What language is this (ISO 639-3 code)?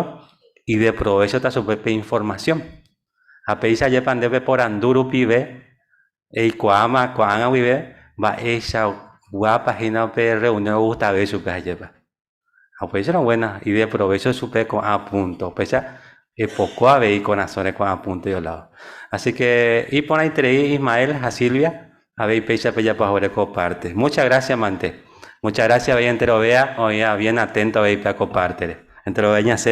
grn